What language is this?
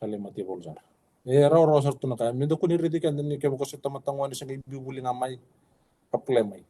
Fijian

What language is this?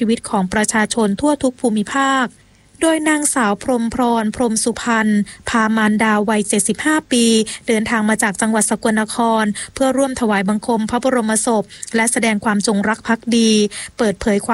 Thai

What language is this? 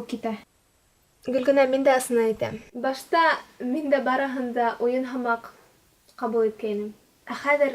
Bashkir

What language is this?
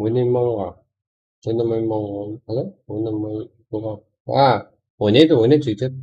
Kara-Kalpak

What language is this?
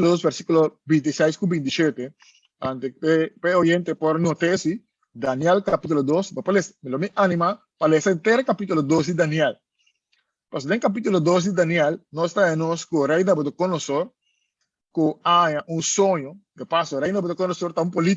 Papiamento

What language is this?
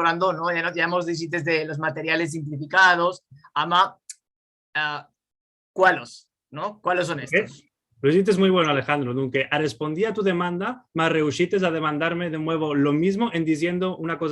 Ladino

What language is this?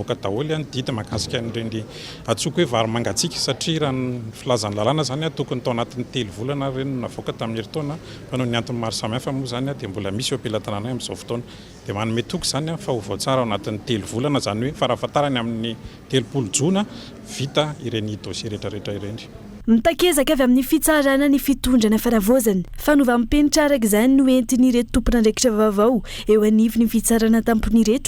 Malagasy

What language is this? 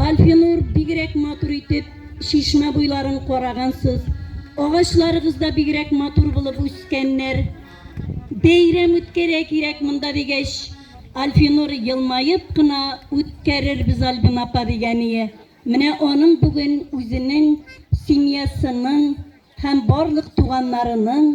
Tatar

